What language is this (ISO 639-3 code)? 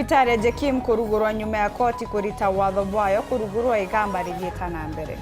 mer